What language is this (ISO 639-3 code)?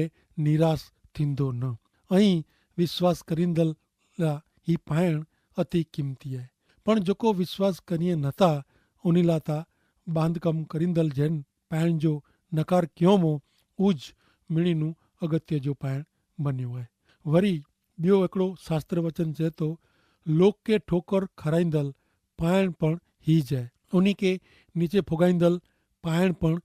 kfr